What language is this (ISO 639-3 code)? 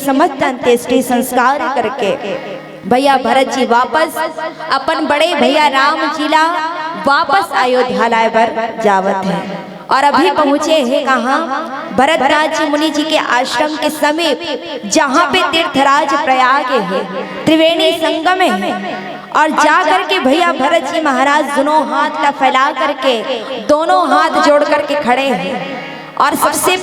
hne